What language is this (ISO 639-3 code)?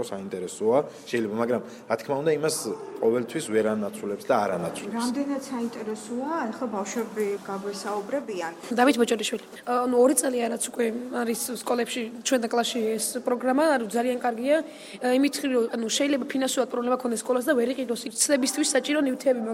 kat